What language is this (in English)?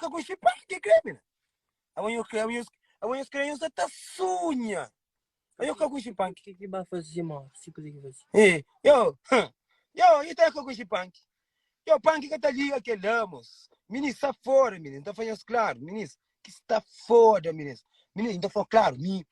Kabuverdianu